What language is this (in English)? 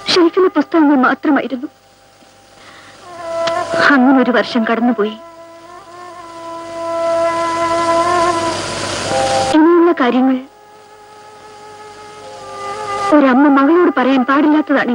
Malayalam